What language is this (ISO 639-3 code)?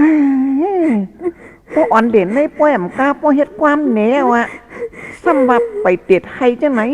shn